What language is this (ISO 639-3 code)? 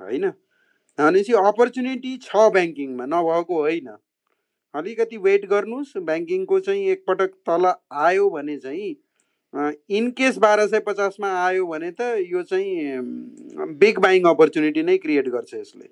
nep